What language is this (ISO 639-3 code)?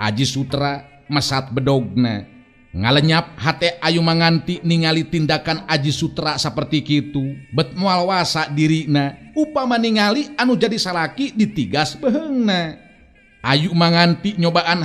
sun